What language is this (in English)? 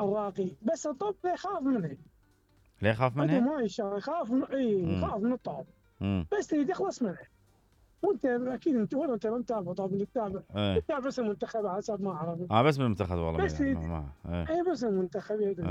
Mesopotamian Arabic